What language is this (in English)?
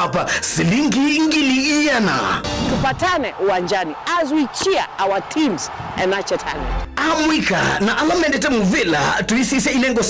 Kamba